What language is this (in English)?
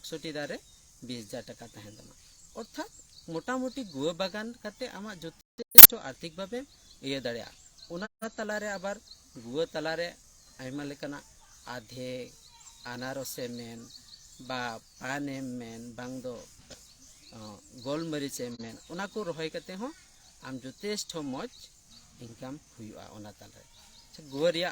Santali